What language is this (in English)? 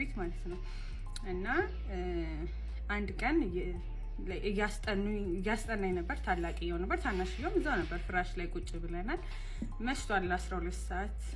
Amharic